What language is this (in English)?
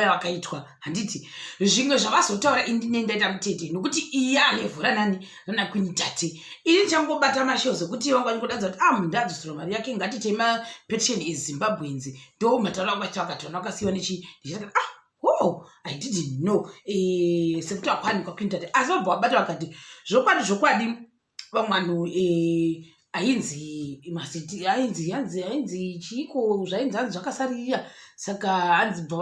Shona